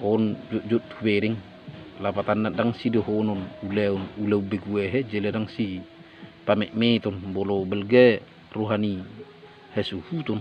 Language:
Batak Toba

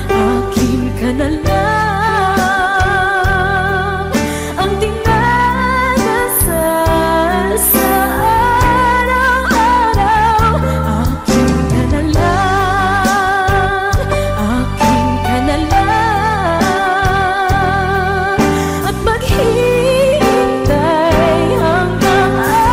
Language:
Filipino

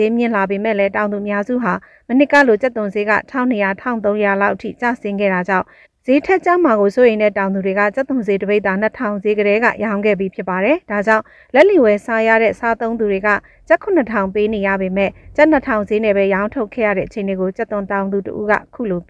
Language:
Burmese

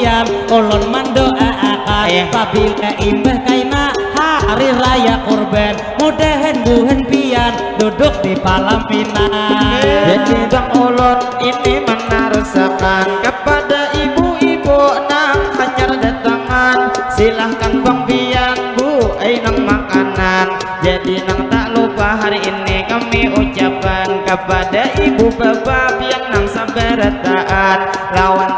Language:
Banjar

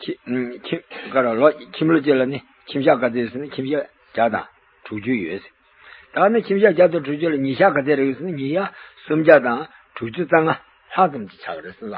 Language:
Tibetan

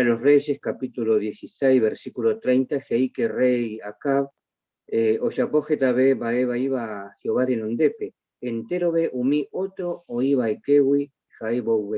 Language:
Guarani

